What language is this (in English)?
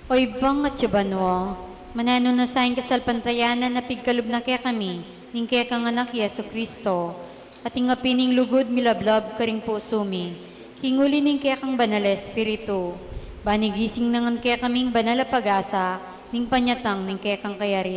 Pampanga